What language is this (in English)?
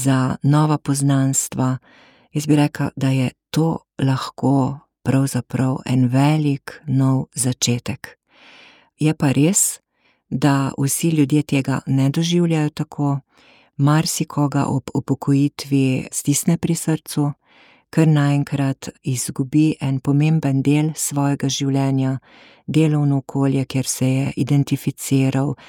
Slovenian